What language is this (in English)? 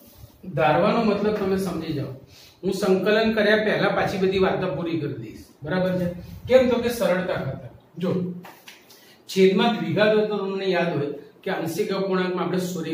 Gujarati